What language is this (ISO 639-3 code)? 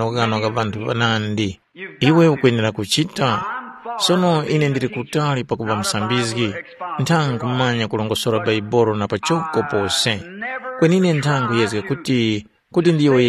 tum